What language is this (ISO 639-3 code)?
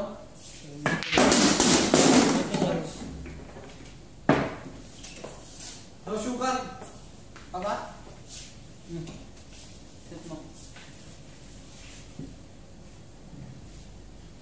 fil